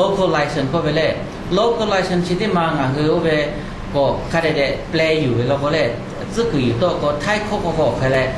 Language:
Lahu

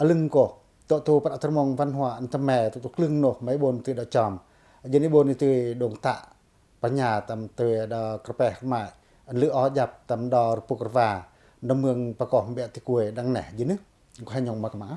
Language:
Pacoh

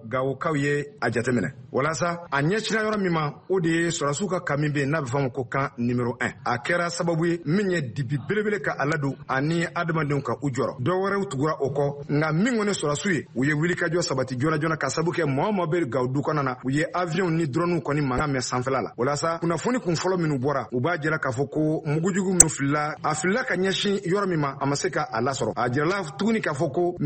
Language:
Bambara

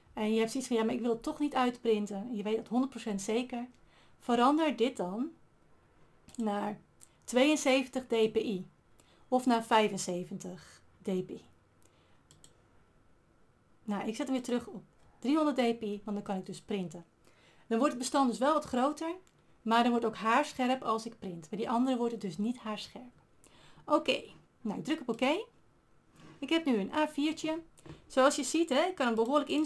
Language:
Dutch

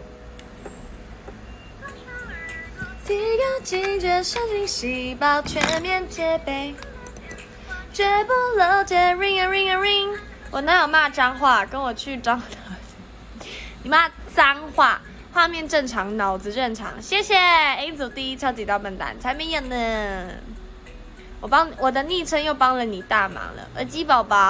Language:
Chinese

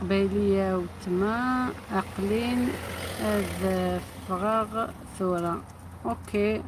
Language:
Algerian Arabic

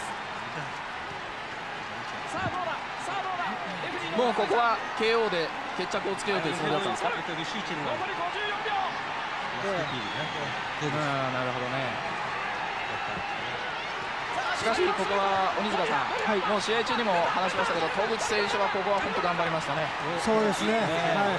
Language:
Japanese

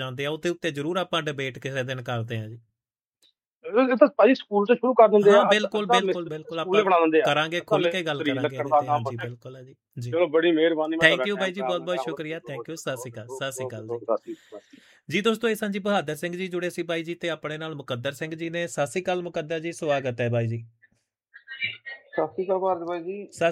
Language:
Punjabi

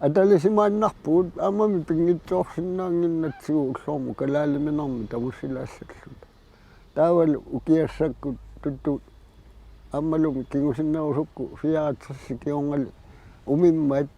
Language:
Kalaallisut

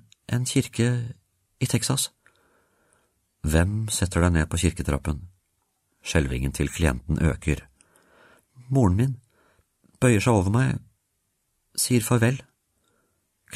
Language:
Norwegian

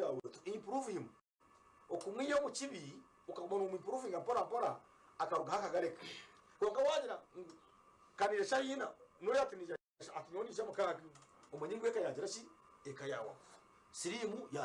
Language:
Nyankole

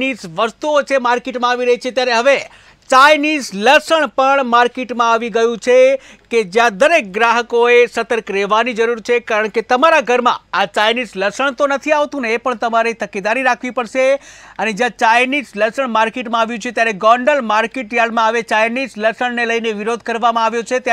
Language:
Gujarati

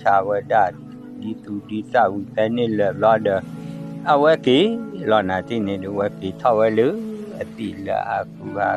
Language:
S'gaw Karen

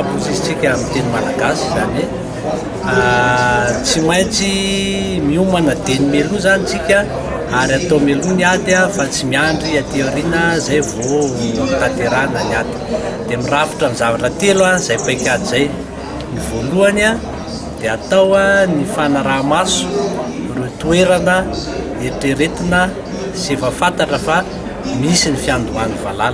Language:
Malagasy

